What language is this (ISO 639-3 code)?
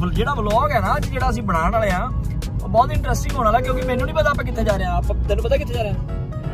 pan